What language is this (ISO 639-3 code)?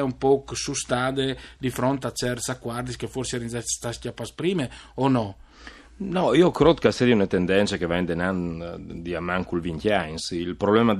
fur